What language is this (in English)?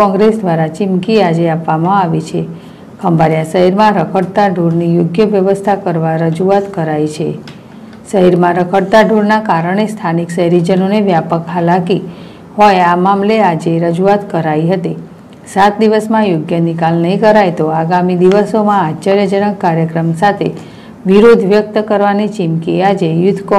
Gujarati